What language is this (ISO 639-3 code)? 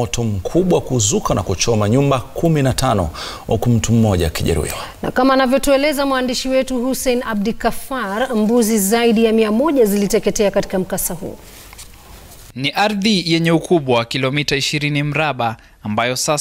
swa